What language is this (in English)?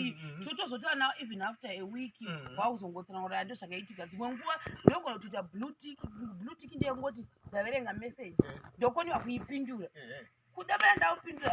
Shona